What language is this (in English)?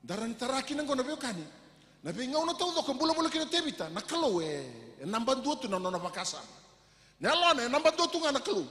Fijian